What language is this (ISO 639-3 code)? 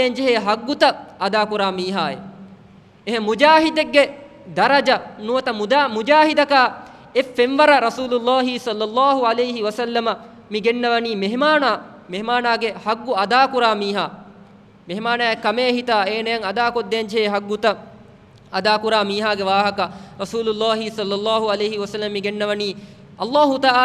div